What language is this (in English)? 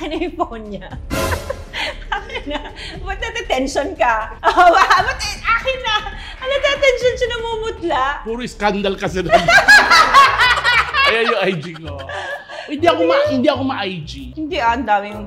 Filipino